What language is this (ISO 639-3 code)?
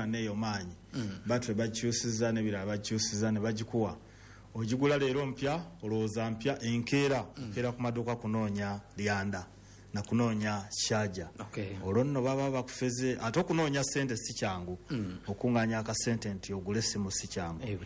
lug